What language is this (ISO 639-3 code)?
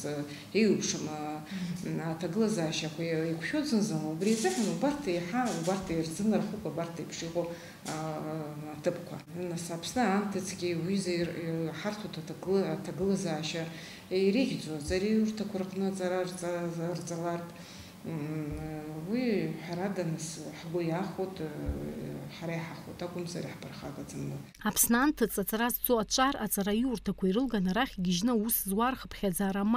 abk